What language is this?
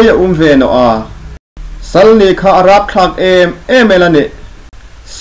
Hmar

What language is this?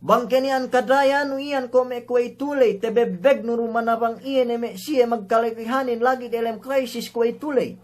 Yakan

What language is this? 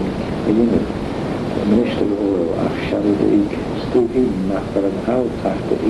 Manx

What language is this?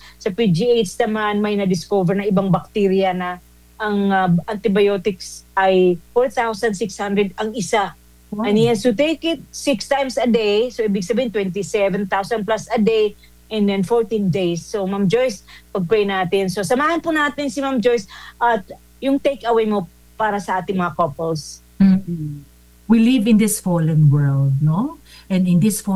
Filipino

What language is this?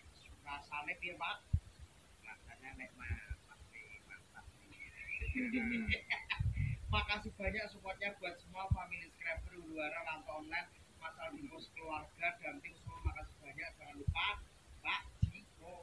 Javanese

